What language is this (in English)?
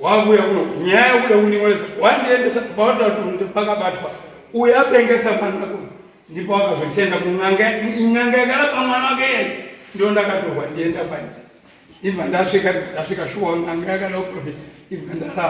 Shona